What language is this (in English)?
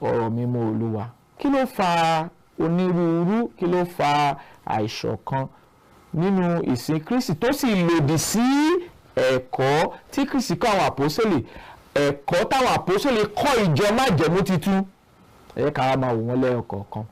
Yoruba